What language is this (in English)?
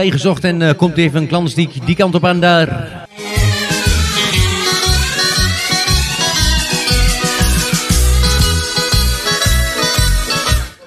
Dutch